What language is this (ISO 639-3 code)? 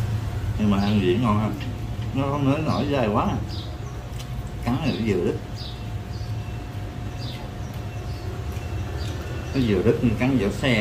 vie